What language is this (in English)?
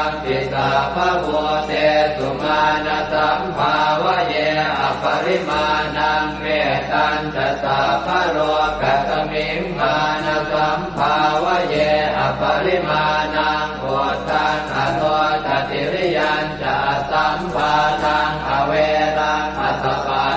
Pali